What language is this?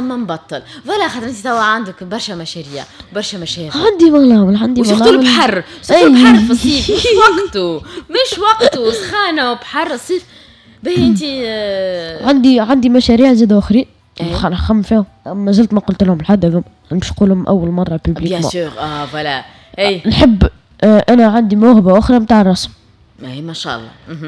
Tunisian Arabic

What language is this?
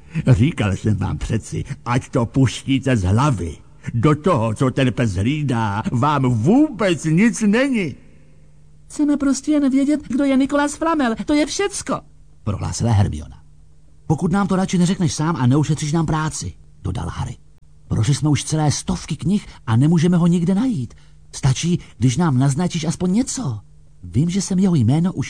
Czech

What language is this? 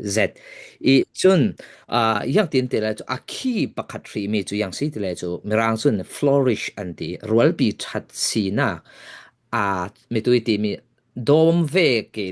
Falam Chin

